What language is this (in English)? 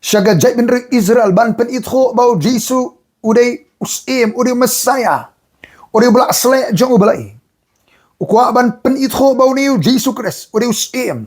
Khasi